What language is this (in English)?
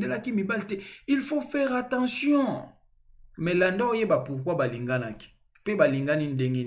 Lingala